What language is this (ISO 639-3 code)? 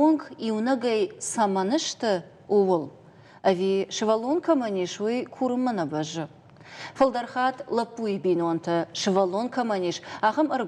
oss